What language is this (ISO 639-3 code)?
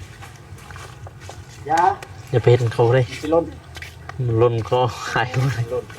lao